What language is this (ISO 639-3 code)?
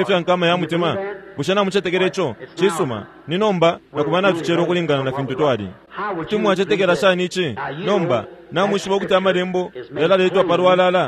bem